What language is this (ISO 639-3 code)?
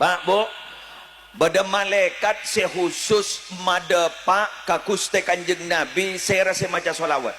mad